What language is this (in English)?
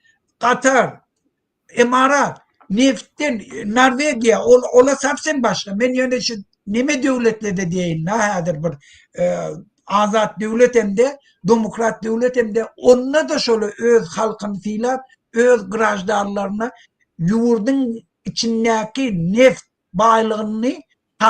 Turkmen